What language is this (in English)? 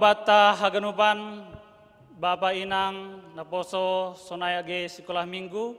Batak Simalungun